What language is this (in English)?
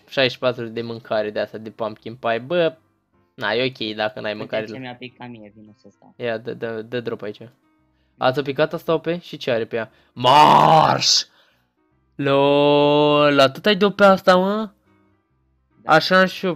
Romanian